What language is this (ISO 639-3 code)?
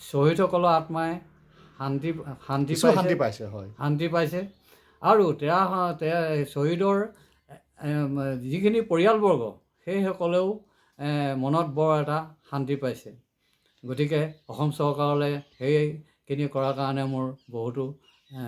asm